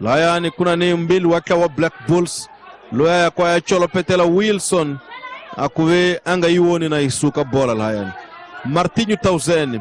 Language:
Tsonga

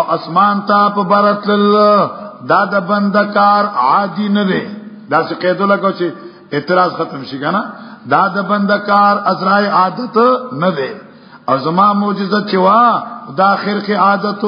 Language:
Pashto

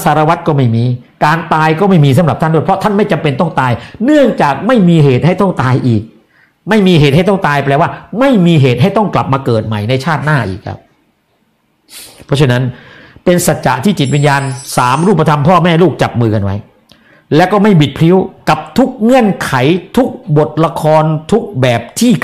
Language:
Thai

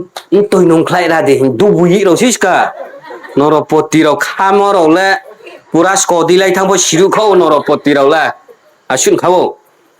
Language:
Riang (India)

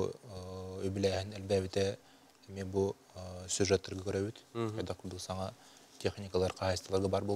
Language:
Yakut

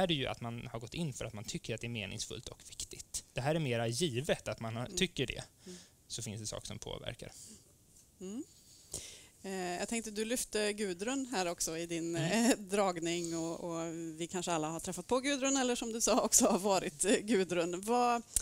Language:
Swedish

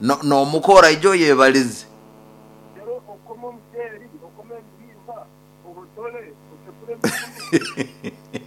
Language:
Nyoro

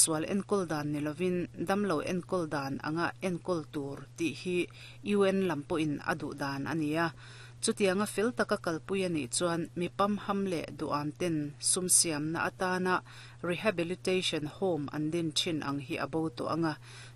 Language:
Mizo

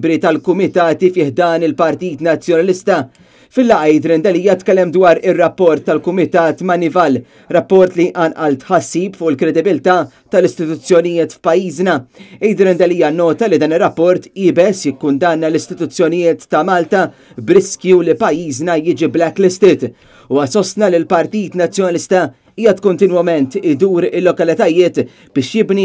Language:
Maltese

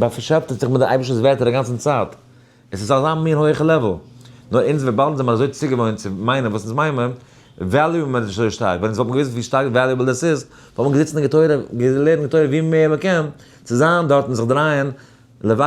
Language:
Yiddish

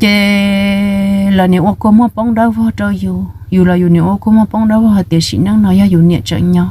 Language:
Hmong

